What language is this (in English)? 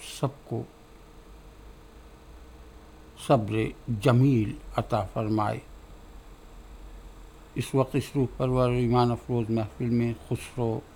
Urdu